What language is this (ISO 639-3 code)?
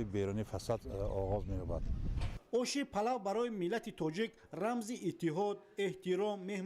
tgk